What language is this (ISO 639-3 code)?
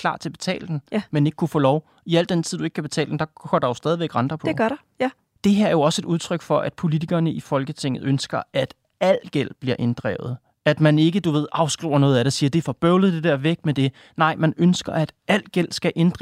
dan